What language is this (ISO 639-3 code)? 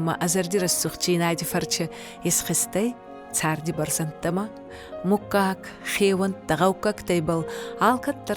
oss